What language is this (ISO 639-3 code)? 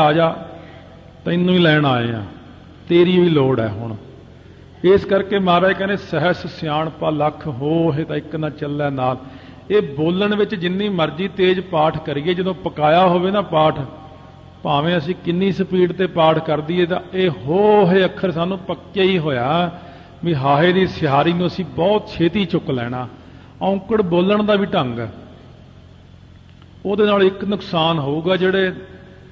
pan